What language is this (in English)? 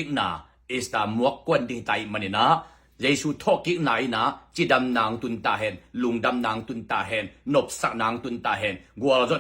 Tedim Chin